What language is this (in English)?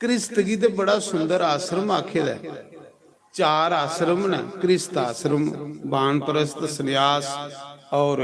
Dogri